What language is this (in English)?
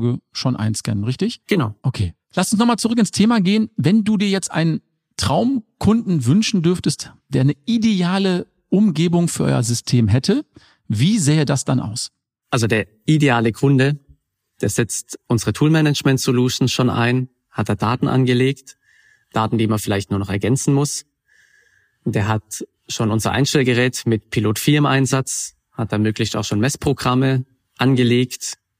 German